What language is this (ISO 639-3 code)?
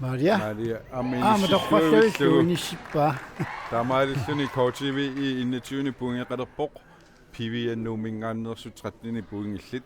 kal